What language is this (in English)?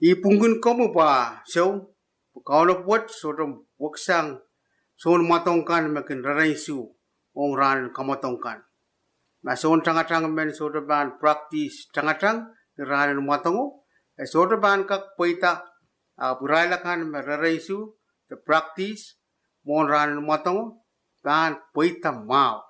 Pohnpeian